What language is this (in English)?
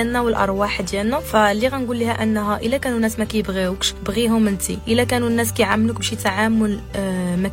Moroccan Arabic